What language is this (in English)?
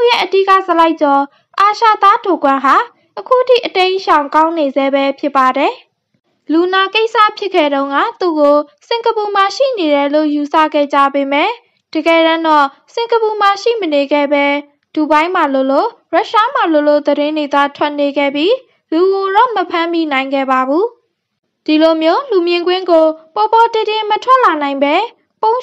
Burmese